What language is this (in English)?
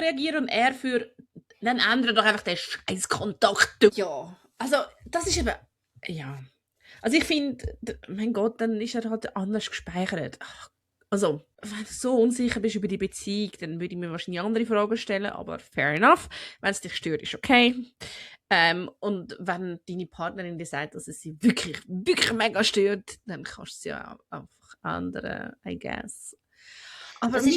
Swiss German